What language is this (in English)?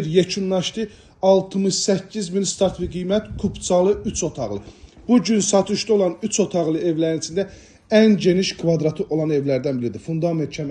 Azerbaijani